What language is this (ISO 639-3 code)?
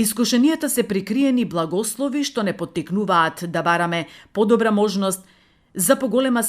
mkd